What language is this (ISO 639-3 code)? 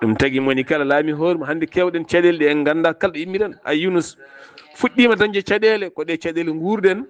ful